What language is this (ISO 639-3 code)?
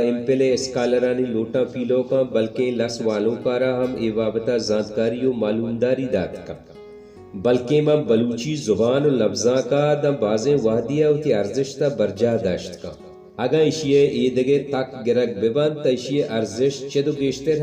bal